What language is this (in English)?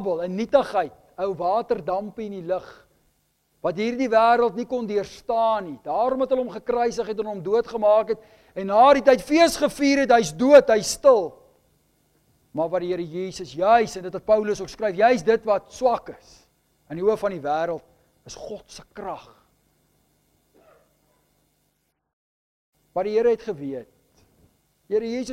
Afrikaans